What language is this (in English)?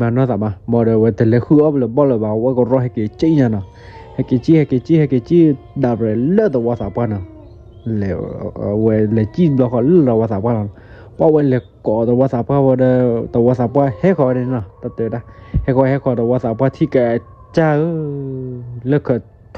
S'gaw Karen